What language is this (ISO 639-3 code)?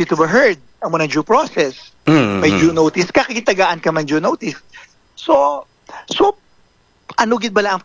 hil